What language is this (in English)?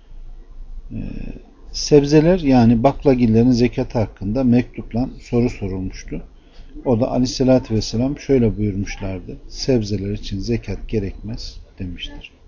Turkish